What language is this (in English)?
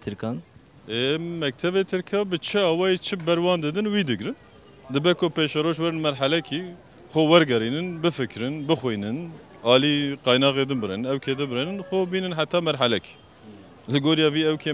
Kurdish